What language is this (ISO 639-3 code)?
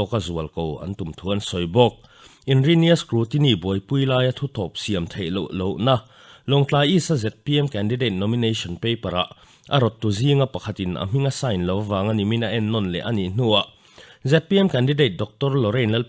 lus